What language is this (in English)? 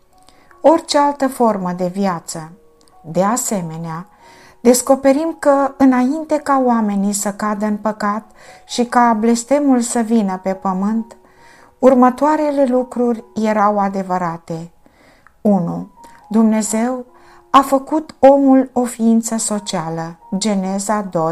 Romanian